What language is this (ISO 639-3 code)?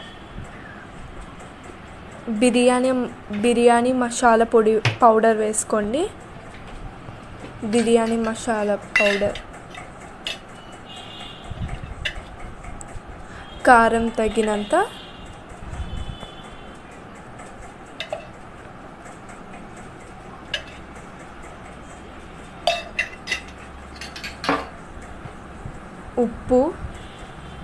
tel